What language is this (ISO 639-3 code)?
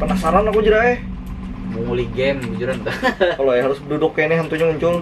bjn